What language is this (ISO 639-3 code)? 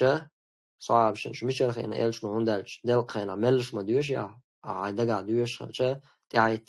che